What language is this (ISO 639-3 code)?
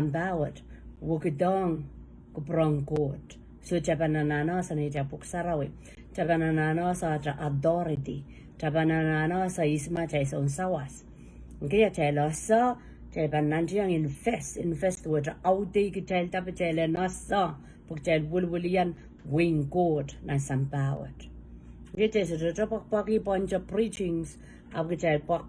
pon